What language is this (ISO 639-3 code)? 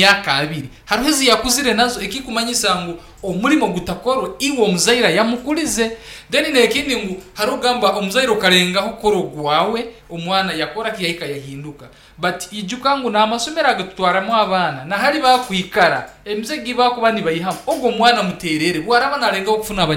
nyn